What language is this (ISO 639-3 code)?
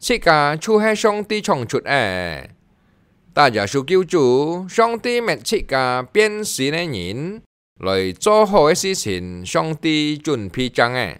hak